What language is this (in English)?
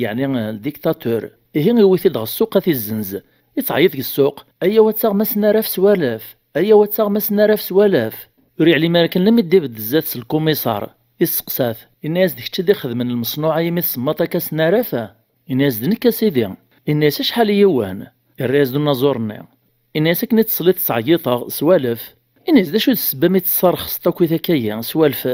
Kabyle